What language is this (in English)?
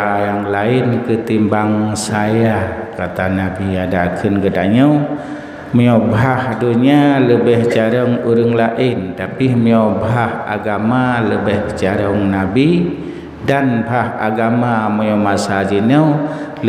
Achinese